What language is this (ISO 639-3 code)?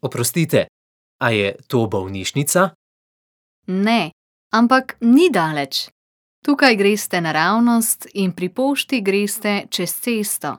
slv